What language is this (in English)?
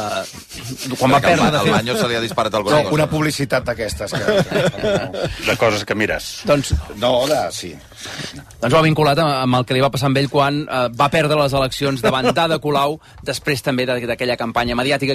Catalan